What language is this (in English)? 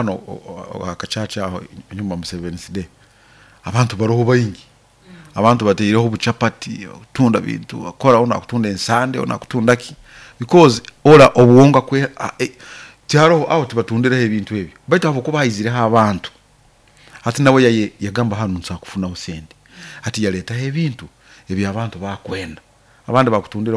Nyoro